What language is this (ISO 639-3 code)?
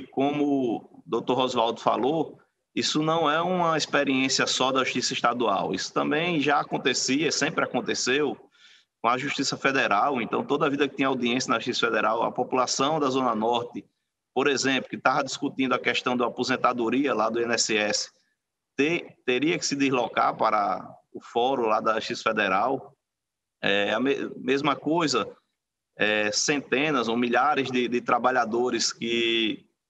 por